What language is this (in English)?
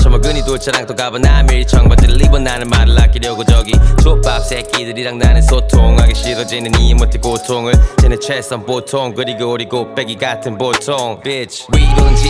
Korean